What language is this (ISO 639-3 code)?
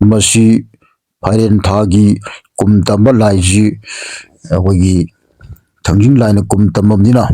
mni